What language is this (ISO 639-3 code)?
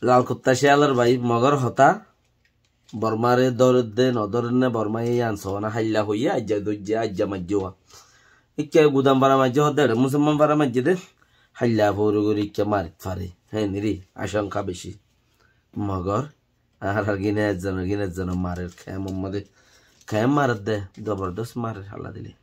rhg